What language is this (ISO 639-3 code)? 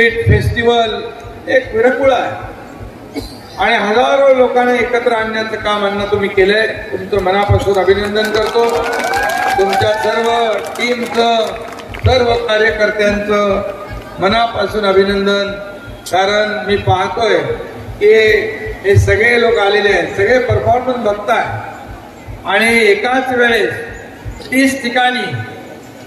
mar